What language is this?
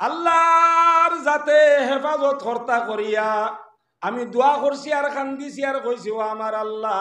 Sylheti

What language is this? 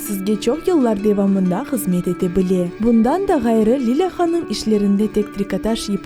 Crimean Tatar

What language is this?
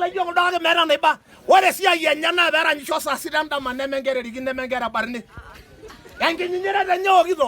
Masai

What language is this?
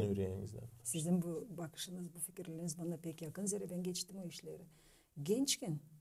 Gagauz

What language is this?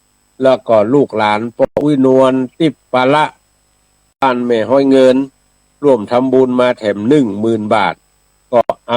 Northern Thai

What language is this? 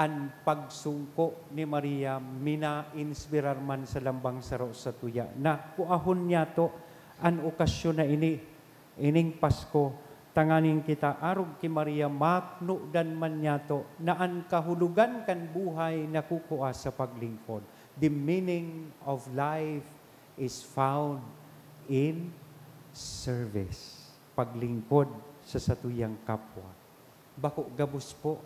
Bikol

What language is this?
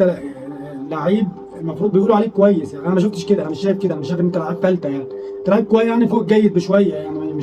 Egyptian Arabic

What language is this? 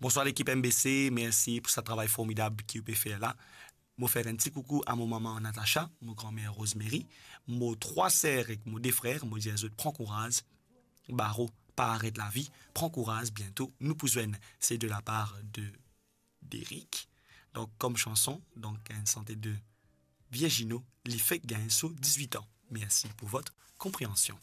Morisyen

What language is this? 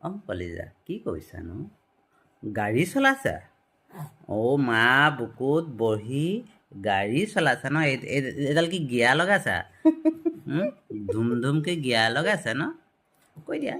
Assamese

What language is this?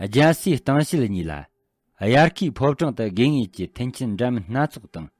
Tibetan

